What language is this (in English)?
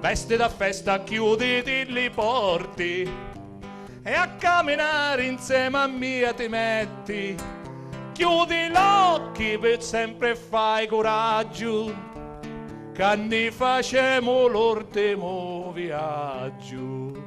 Sicilian